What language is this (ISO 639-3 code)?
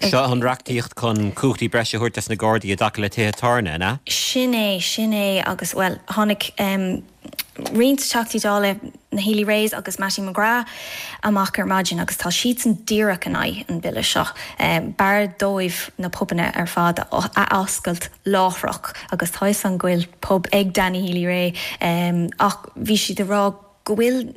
gle